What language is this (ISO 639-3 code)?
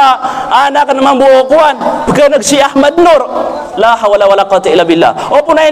mrw